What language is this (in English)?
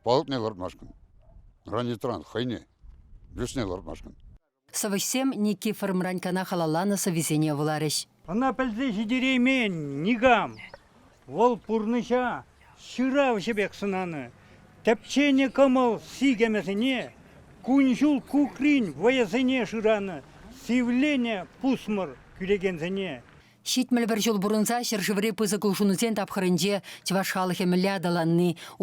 Chuvash